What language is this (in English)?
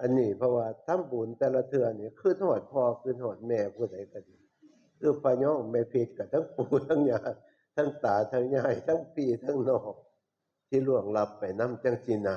Northeastern Thai